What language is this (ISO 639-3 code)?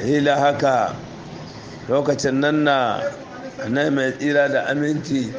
hau